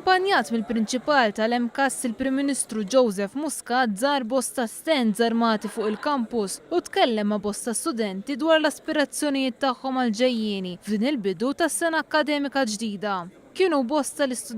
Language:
Maltese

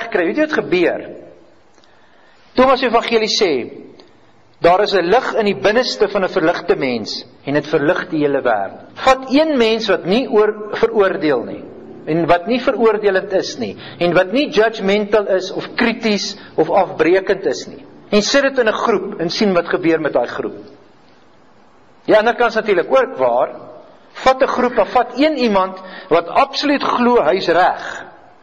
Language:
Afrikaans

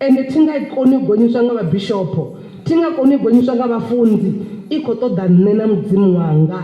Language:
Venda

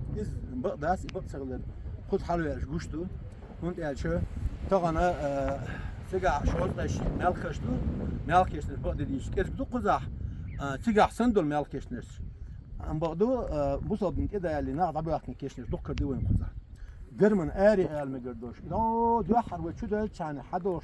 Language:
Chechen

